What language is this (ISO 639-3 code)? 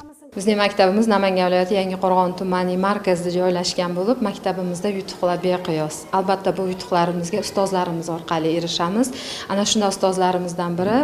uzb